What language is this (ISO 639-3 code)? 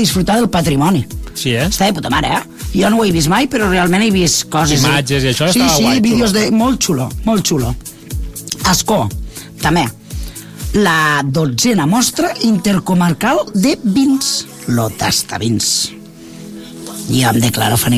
cat